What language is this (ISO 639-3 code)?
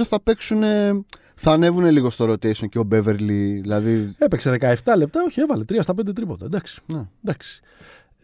ell